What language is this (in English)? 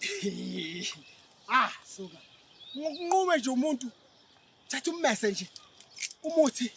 Zulu